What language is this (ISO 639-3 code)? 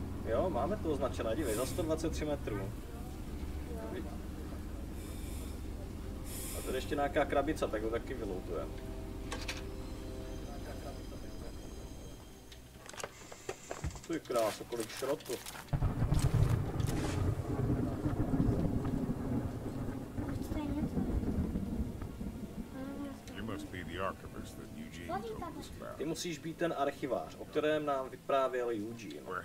ces